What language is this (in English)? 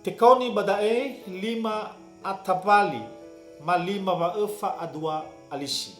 Nias